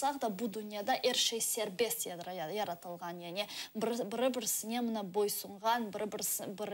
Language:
Crimean Tatar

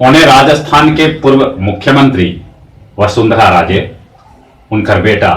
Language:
Magahi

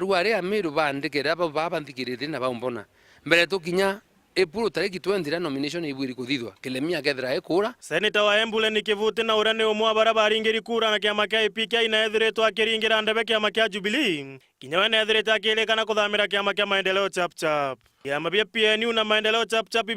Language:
Meru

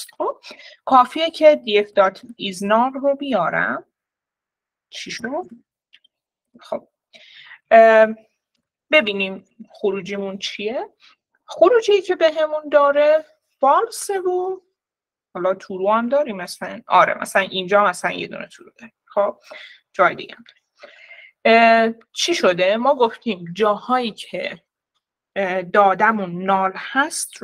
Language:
Persian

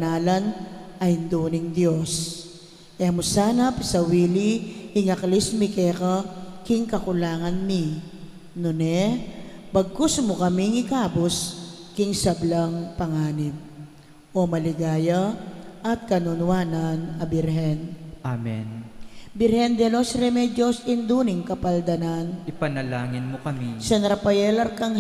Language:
Pampanga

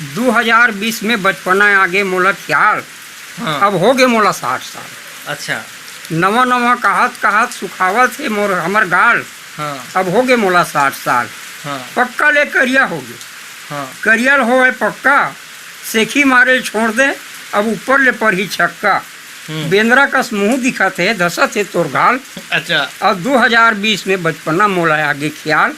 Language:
Chhattisgarhi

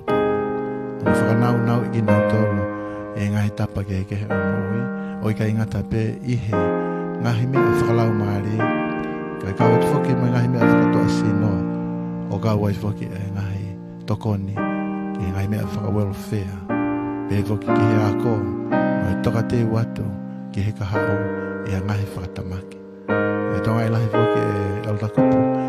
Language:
Tongan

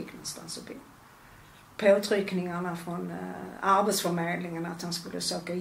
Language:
Swedish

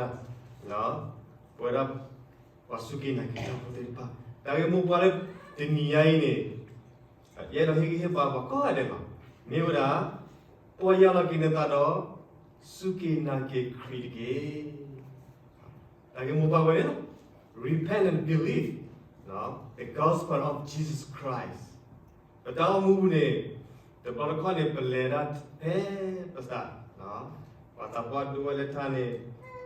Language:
S'gaw Karen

